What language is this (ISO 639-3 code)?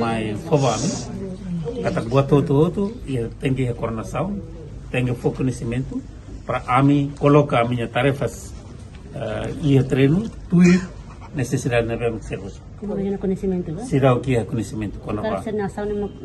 tet